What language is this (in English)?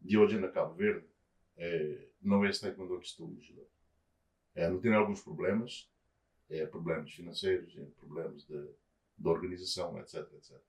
Kabuverdianu